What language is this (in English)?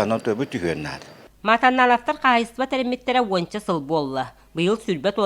Yakut